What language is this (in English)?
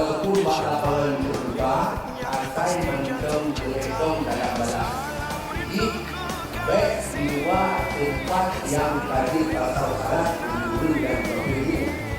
Achinese